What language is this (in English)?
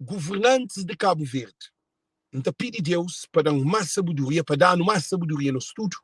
Kabuverdianu